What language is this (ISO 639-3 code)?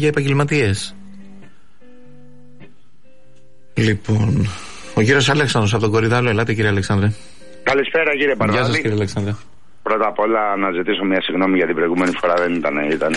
ell